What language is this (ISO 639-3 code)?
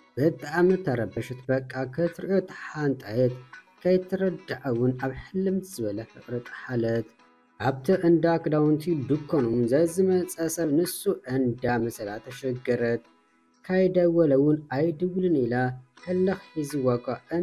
tir